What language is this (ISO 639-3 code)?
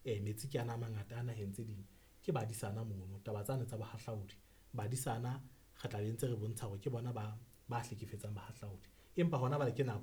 sot